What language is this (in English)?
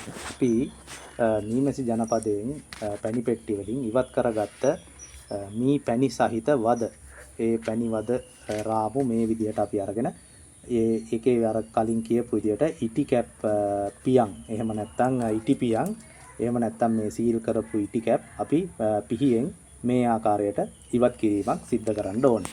Sinhala